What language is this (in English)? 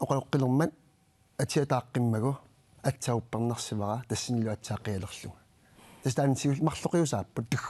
Kalaallisut